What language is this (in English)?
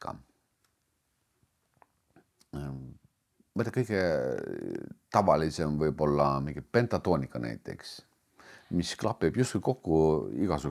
Estonian